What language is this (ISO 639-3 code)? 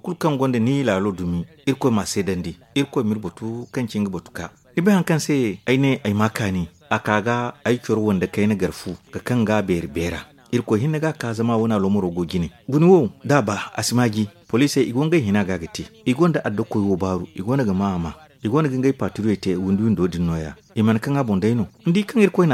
dje